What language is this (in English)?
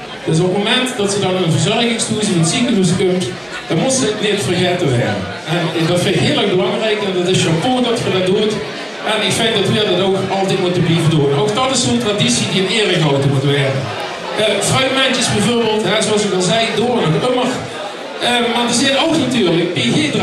Limburgish